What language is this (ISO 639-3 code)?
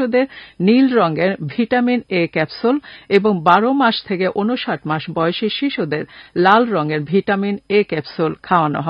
ben